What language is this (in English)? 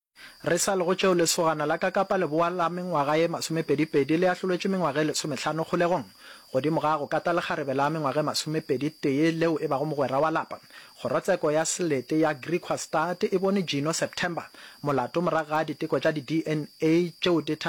Northern Sotho